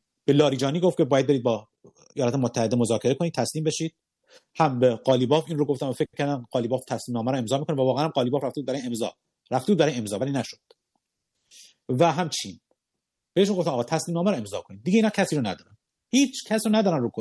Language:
Persian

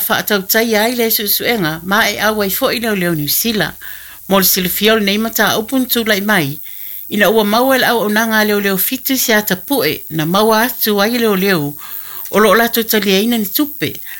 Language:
Samoan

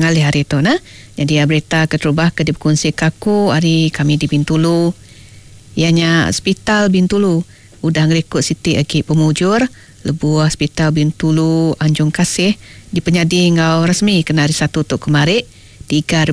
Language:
Iban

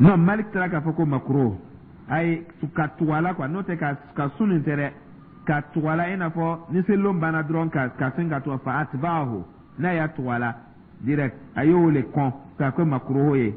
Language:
Dyula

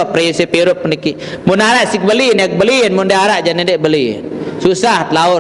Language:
Sasak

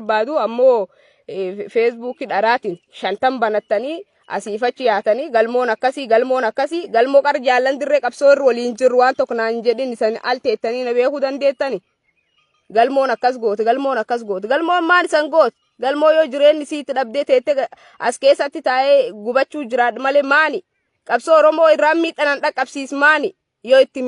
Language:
Oromo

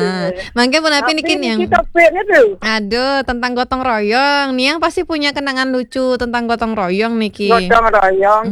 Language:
Balinese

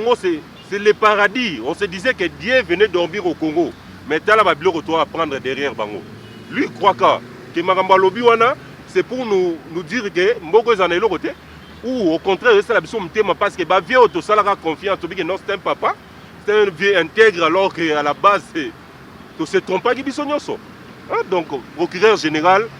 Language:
Lingala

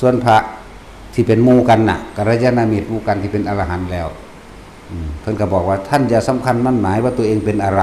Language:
Northeastern Thai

